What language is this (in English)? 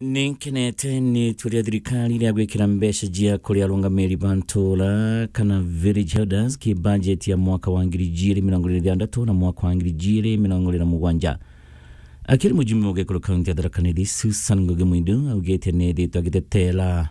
Meru